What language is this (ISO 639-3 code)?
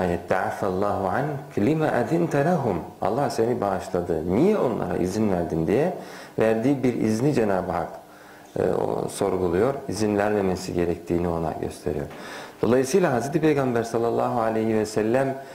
tur